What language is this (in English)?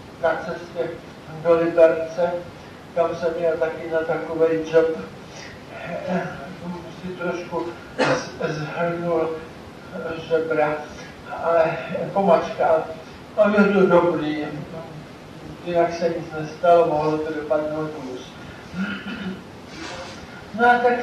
Czech